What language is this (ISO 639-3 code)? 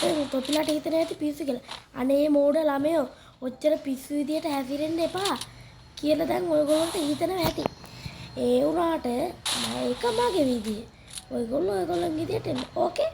sin